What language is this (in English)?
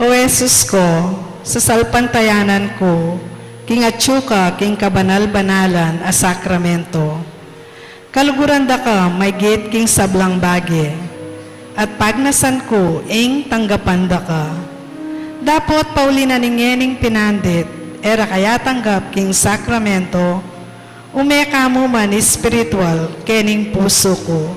Pampanga